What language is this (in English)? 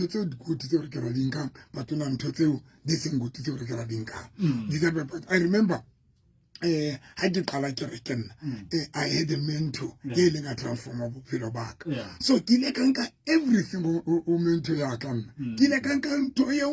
Southern Sotho